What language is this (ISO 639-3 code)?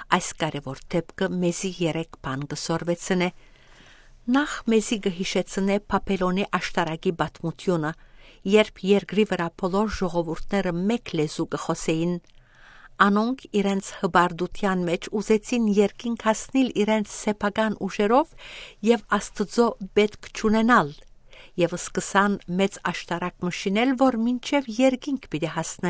hyw